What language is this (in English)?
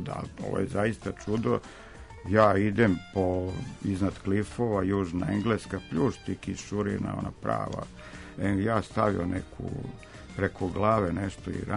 Serbian